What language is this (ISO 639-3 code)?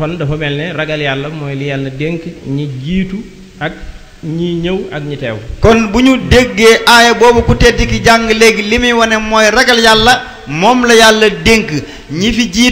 wol